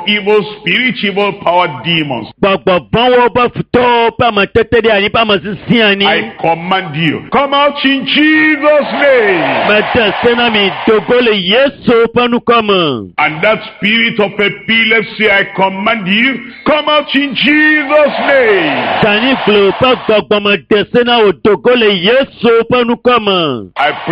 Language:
Ewe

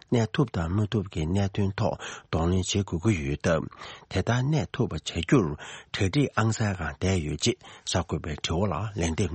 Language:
Tibetan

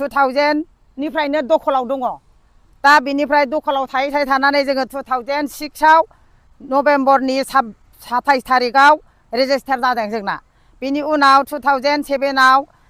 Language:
Bodo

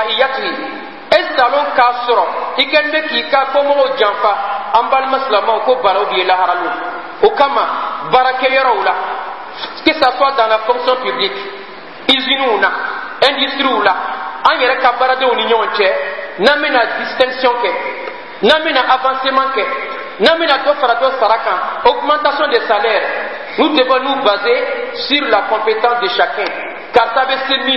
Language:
Bambara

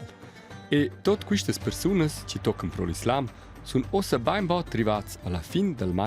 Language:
Romansh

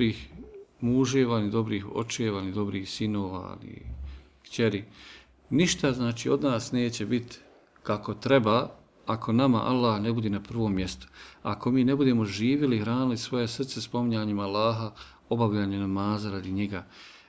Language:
Bosnian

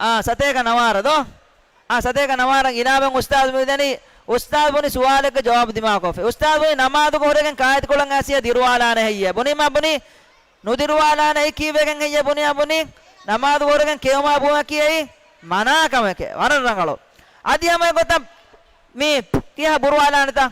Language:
Divehi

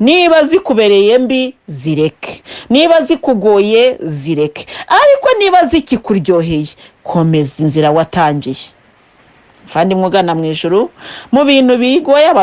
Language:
Kinyarwanda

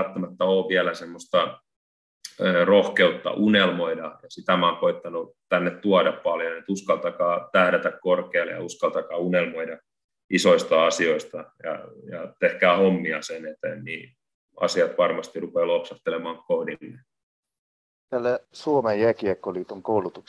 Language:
Finnish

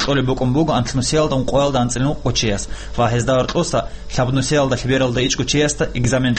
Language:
Avaric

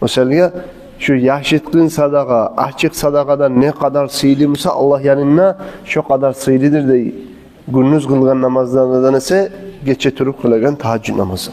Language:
Kumyk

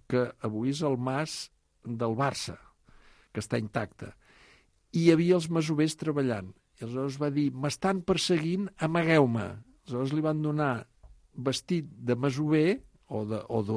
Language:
Catalan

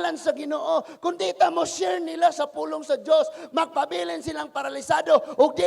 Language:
Cebuano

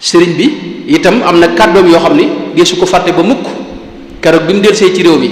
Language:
Wolof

